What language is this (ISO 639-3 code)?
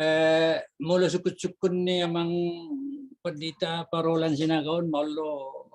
bbc